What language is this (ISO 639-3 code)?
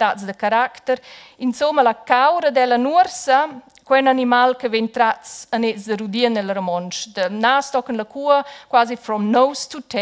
roh